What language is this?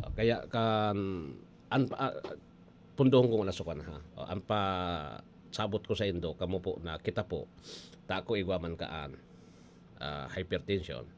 Bikol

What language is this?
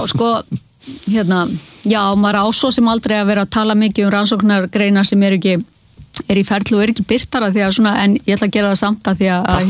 Icelandic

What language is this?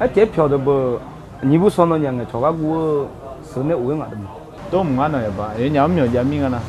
Akha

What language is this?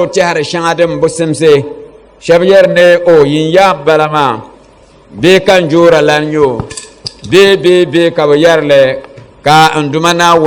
Dagbani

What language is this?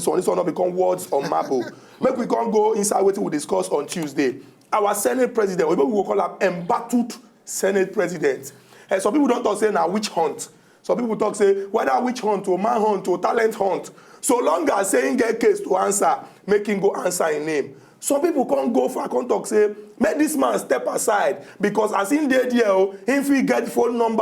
Nigerian Pidgin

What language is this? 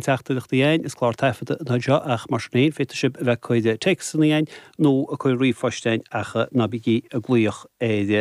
Irish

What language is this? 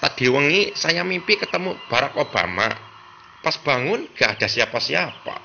Sundanese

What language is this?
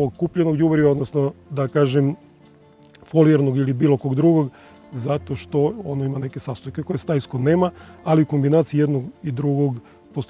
Serbian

